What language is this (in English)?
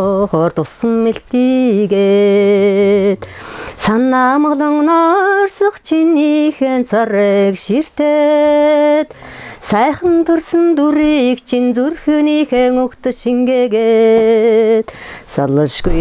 Mongolian